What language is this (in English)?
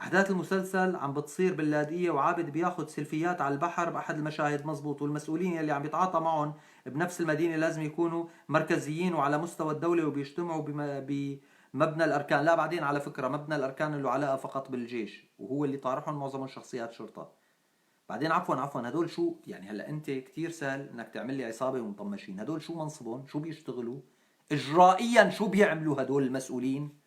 North Levantine Arabic